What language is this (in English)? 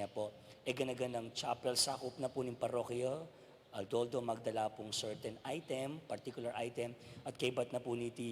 Pampanga